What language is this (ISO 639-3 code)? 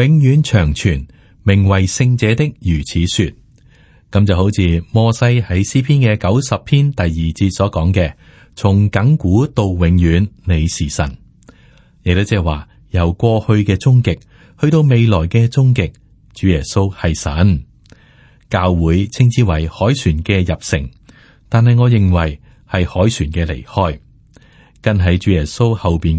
yue